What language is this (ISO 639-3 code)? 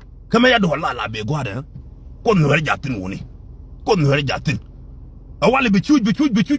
nus